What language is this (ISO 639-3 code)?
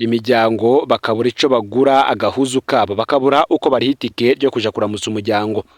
run